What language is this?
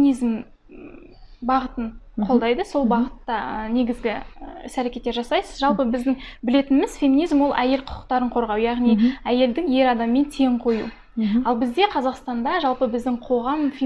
Kazakh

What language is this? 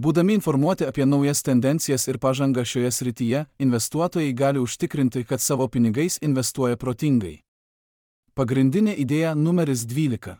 Lithuanian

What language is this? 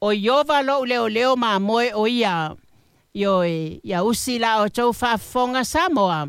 Samoan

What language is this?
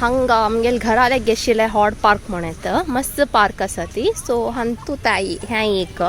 Konkani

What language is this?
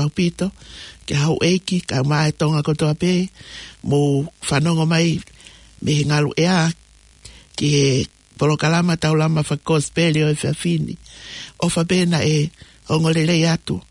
Tongan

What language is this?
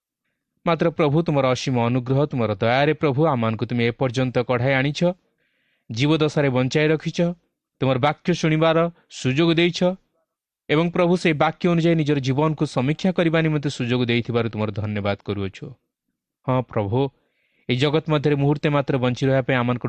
Odia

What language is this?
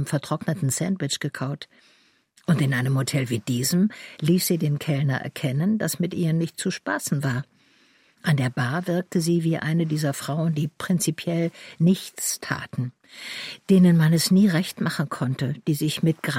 German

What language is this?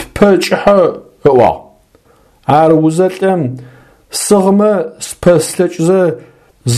Adyghe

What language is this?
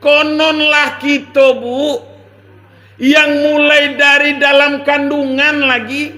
Minangkabau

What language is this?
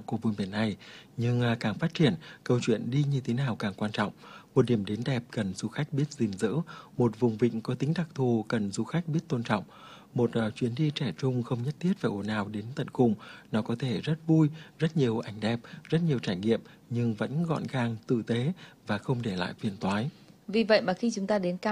Vietnamese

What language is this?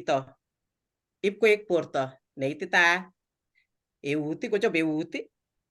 Kalenjin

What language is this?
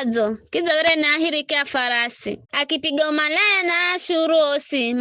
Giryama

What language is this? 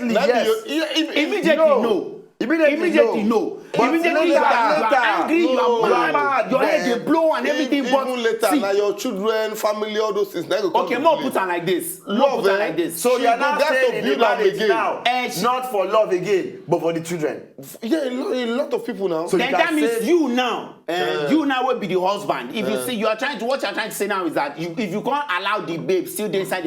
Nigerian Pidgin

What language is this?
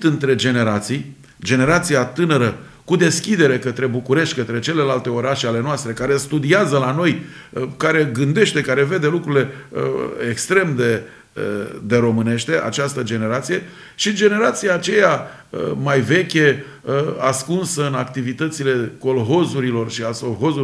Romanian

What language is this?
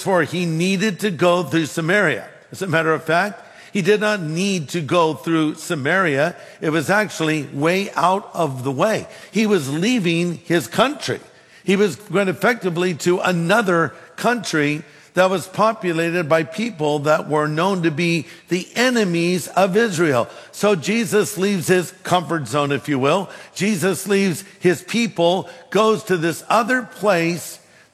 English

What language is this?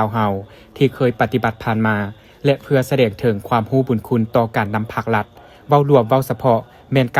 Lao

